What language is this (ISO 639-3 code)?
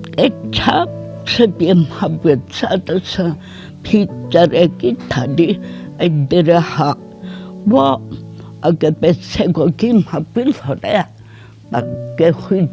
njm